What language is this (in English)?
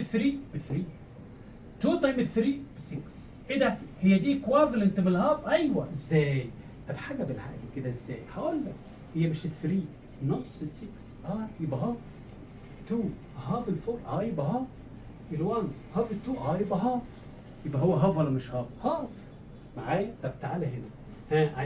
Egyptian Arabic